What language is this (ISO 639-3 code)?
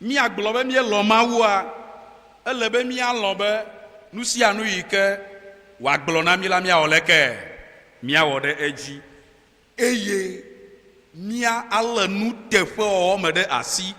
ewe